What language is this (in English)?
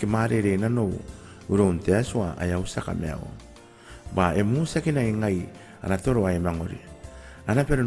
Gilbertese